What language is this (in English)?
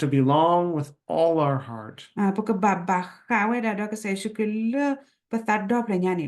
S'gaw Karen